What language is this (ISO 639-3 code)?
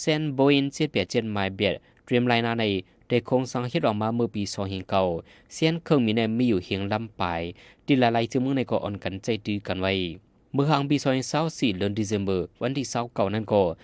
shn